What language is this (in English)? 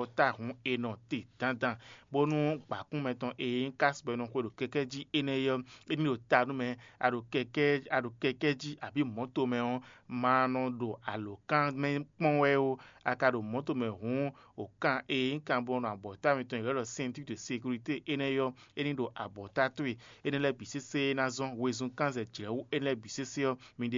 Fon